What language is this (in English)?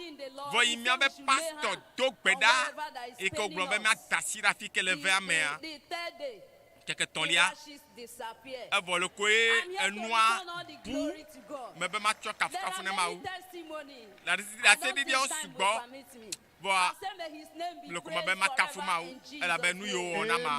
Ewe